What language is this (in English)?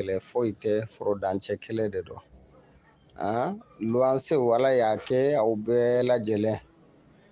Bambara